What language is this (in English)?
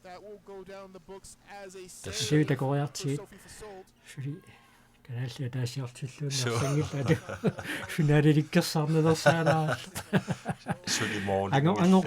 Kalaallisut